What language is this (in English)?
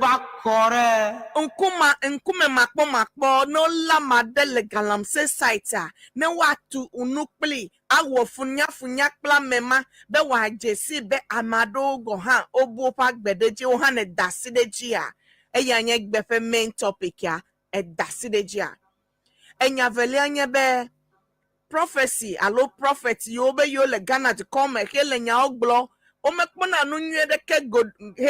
Ewe